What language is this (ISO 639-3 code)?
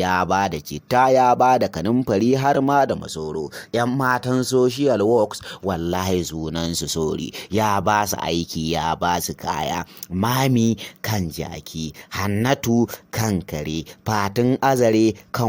hau